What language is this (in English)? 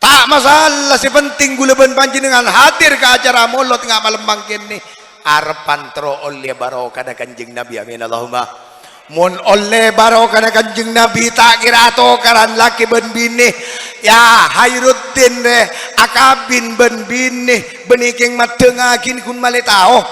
Madurese